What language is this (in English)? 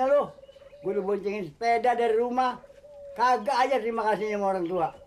Betawi